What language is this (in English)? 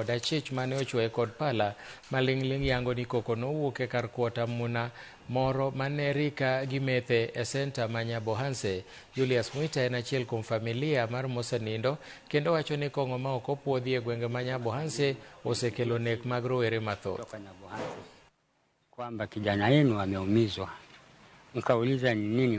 Luo (Kenya and Tanzania)